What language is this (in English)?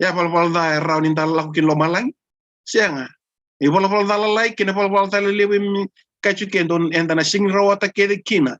Fijian